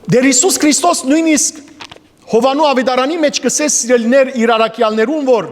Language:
Western Armenian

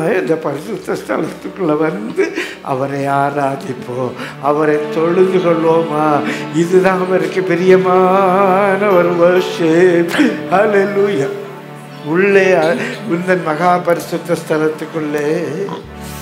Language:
Tamil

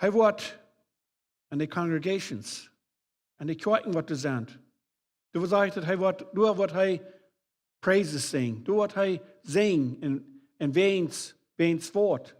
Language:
Plautdietsch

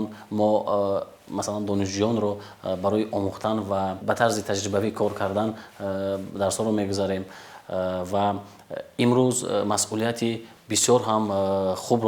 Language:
Tajik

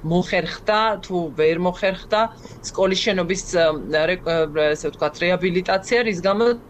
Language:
Georgian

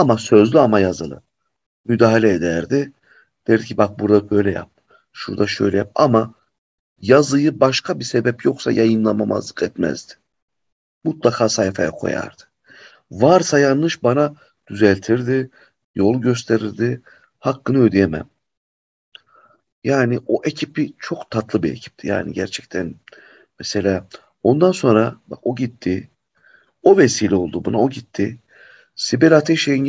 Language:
Turkish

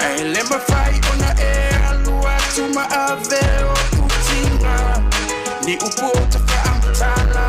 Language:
Samoan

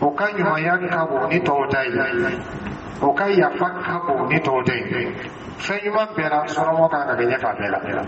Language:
Dyula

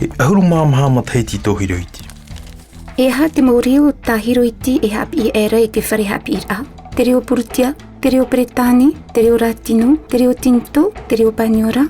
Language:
Tahitian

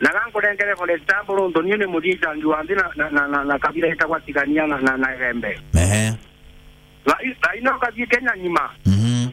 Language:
Meru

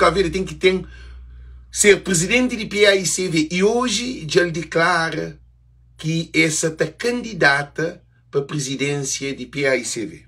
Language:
Kabuverdianu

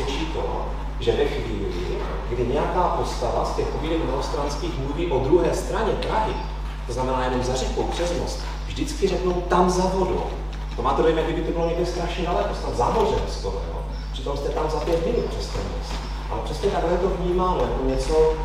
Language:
Czech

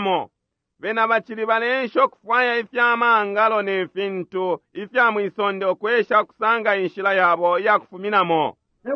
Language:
Bemba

